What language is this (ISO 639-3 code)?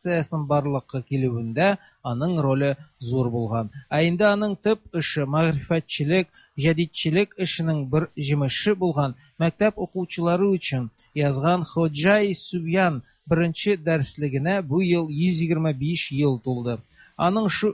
tat